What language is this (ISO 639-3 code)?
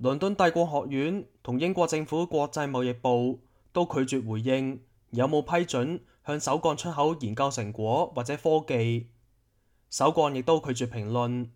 yue